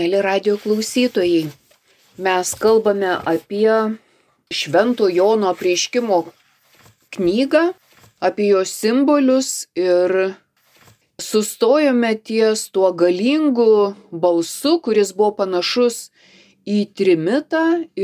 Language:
Lithuanian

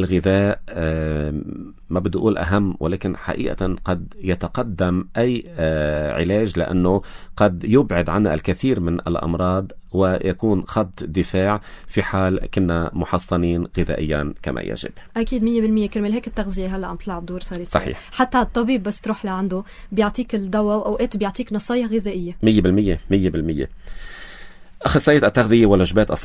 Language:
North Levantine Arabic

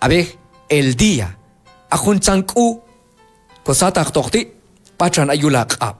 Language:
Q'anjob'al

